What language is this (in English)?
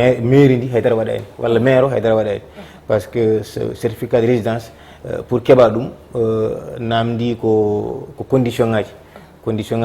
Fula